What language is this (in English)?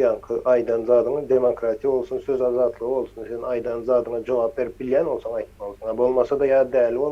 Turkmen